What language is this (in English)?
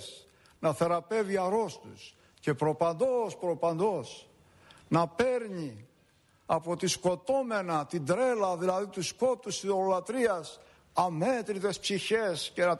Greek